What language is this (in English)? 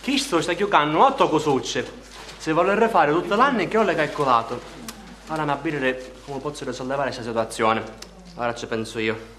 Sicilian